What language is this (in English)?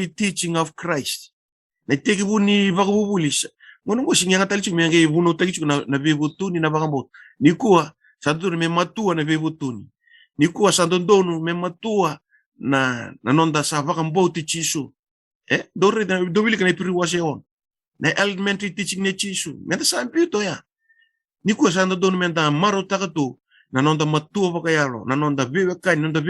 Fijian